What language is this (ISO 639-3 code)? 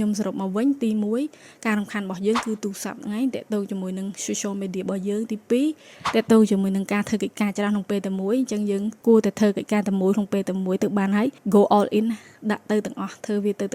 khm